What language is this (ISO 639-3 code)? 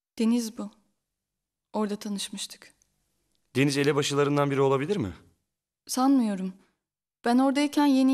tur